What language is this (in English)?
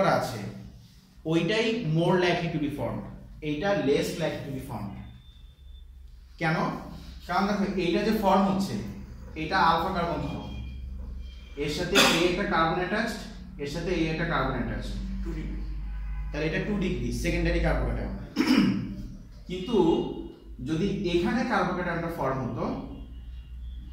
Bangla